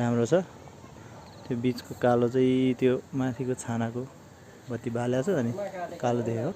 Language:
Nepali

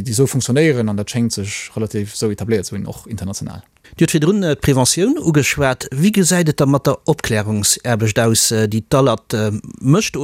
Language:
Luxembourgish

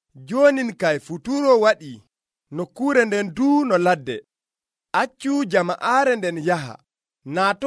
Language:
Nigerian Fulfulde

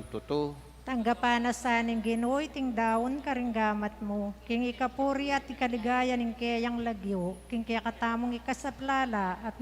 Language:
Pampanga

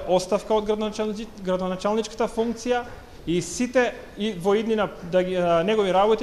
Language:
Macedonian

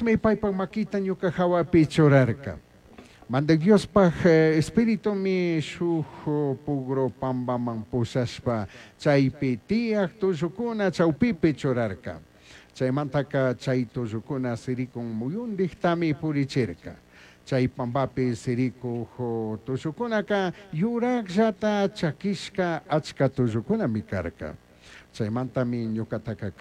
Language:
Chimborazo Highland Quichua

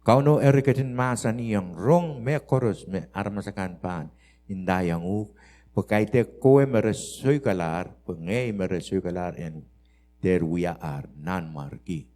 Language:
Pohnpeian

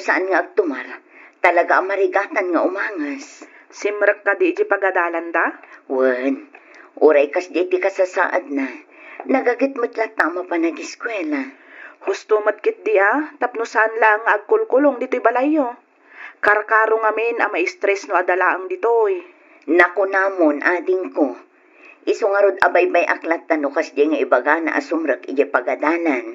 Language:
Iloko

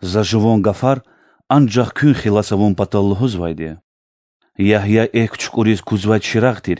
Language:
Lezghian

